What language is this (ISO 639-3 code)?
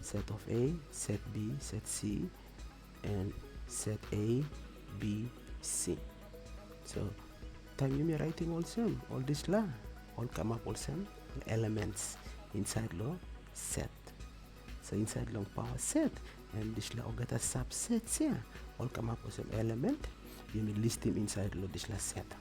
tpi